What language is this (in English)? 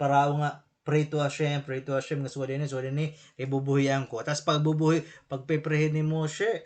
Waray